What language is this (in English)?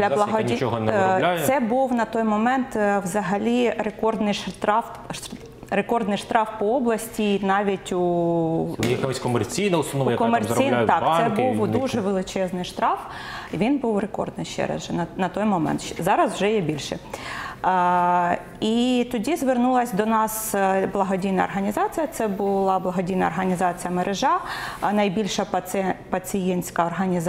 Ukrainian